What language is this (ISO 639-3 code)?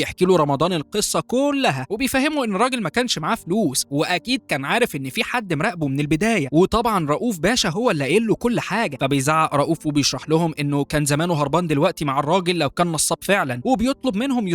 arz